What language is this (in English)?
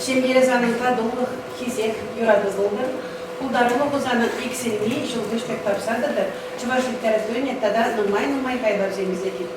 Chuvash